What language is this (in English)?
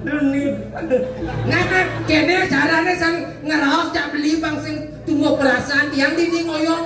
Balinese